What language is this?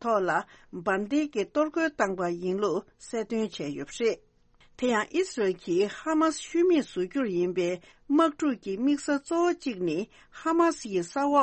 Tibetan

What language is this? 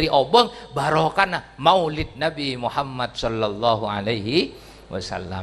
Madurese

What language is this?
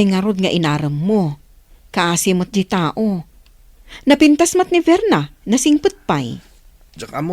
Iloko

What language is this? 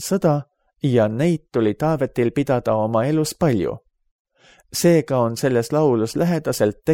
Estonian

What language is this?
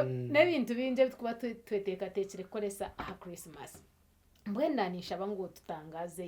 Nyankole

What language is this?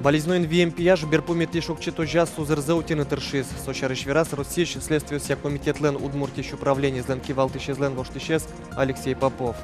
Udmurt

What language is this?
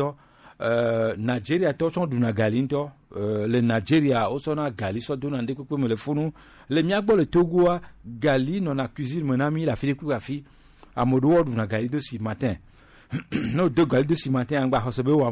Gen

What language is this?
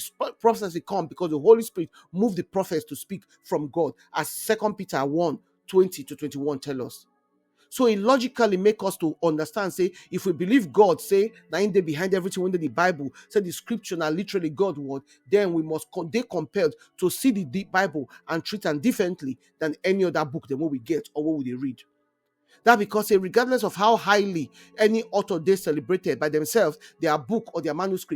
Nigerian Pidgin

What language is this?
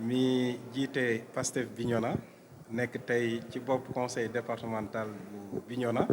Wolof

